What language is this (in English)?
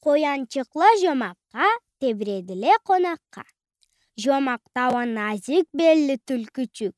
Karachay-Balkar